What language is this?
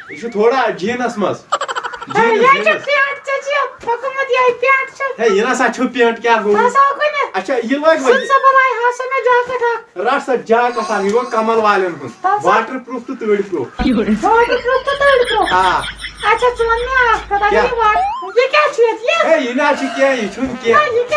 Kashmiri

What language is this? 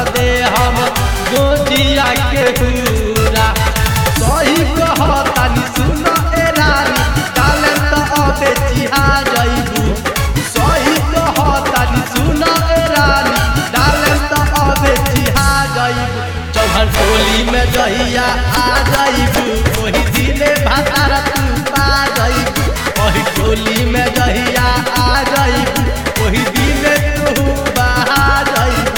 Bhojpuri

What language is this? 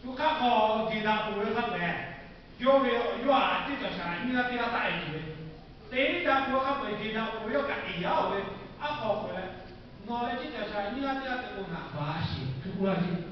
Lahu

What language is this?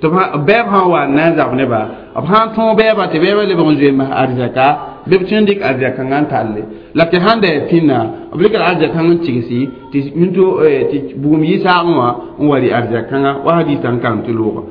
Mossi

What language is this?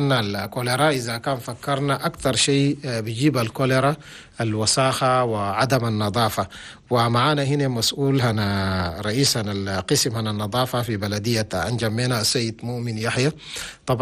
Chadian Arabic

